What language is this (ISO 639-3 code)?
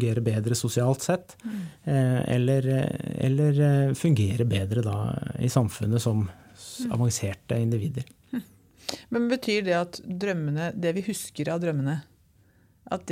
nor